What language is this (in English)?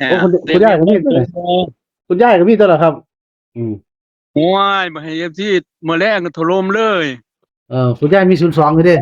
Northeastern Thai